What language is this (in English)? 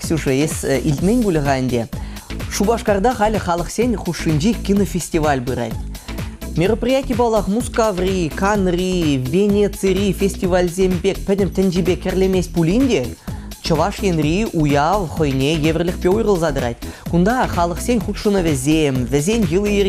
Chuvash